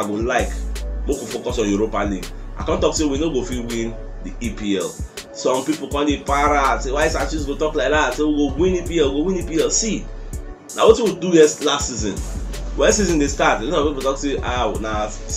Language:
Nigerian Pidgin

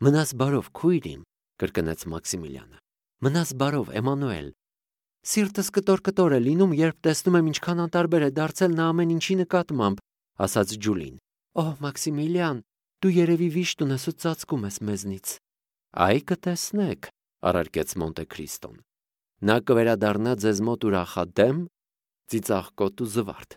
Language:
Armenian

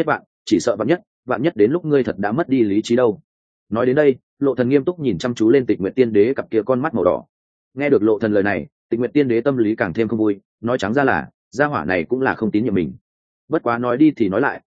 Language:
Vietnamese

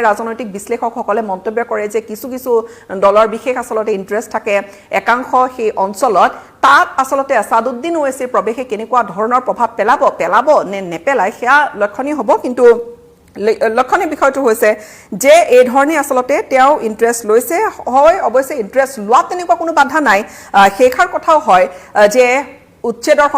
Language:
Assamese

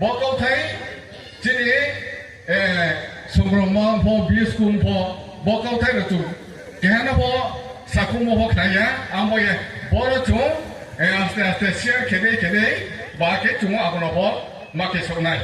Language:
Riang (India)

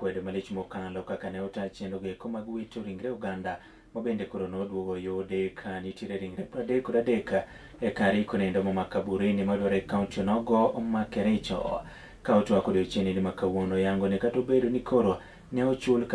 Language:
Luo (Kenya and Tanzania)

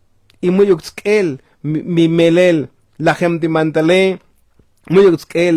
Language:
Tzotzil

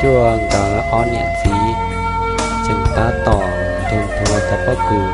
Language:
Hmong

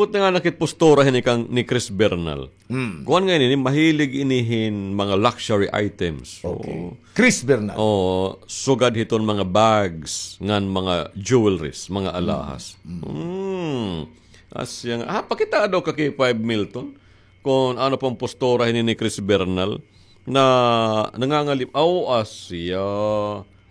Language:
Waray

